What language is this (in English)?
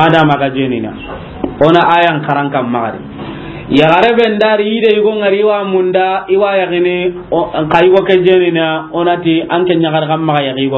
Soninke